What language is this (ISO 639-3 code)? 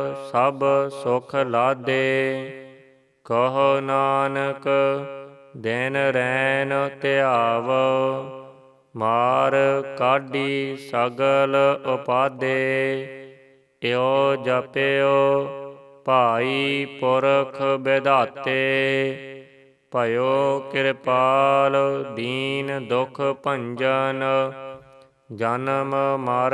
pan